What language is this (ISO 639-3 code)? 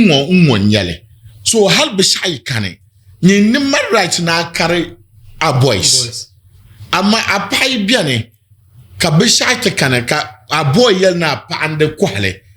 dag